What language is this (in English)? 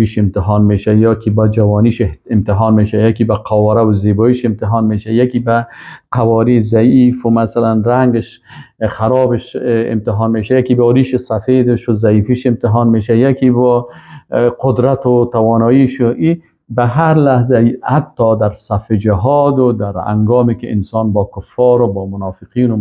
Persian